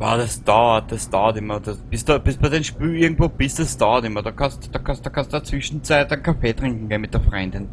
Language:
Bavarian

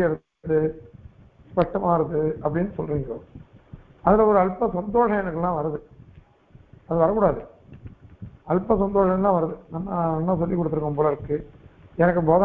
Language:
Tamil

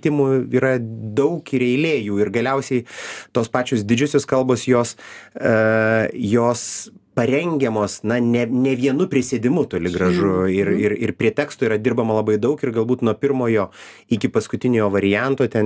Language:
Lithuanian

